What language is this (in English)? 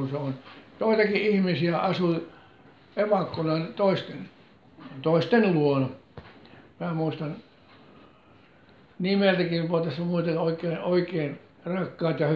Finnish